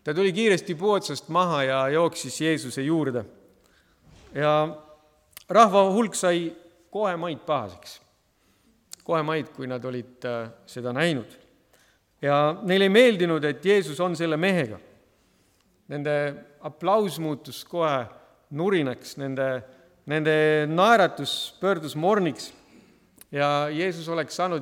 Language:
Estonian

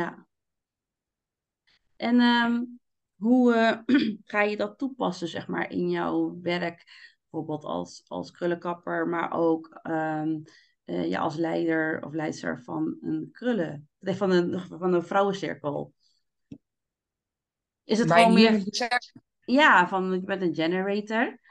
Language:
Dutch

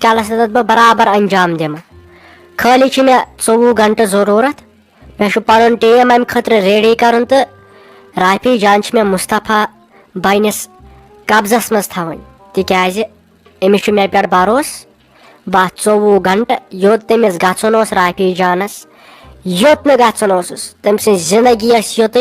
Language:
Kashmiri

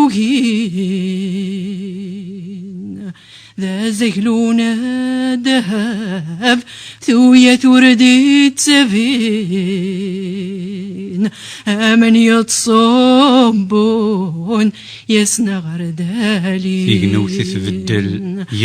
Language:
Kabyle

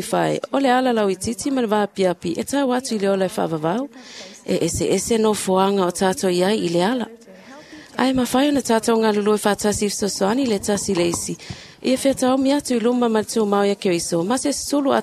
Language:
Samoan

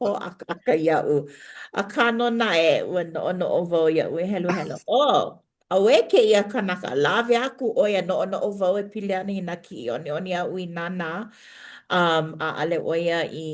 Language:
Hawaiian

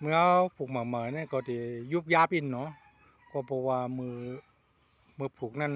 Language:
Shan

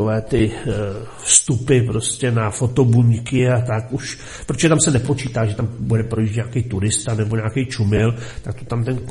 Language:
Czech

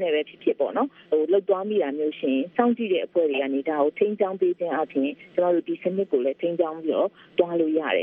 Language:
Burmese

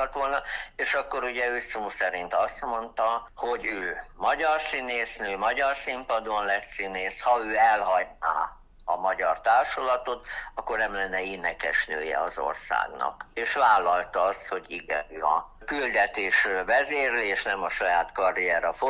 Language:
Hungarian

